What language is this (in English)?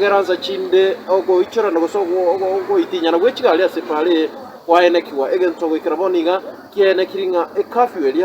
Gusii